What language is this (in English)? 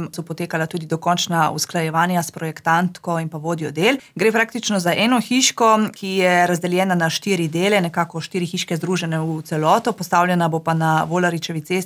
Slovenian